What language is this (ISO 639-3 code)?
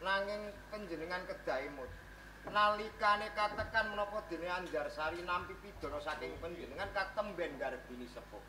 jav